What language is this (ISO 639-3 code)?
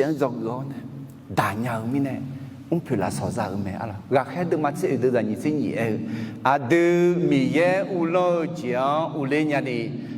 ahk